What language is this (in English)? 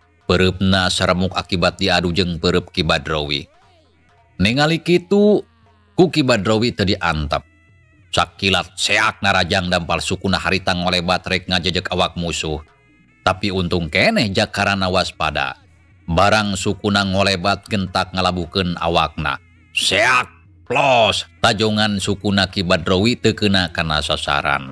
Sundanese